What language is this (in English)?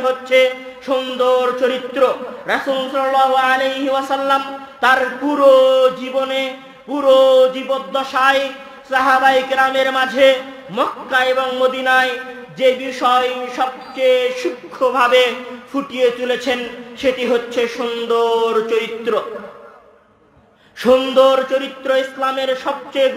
Bangla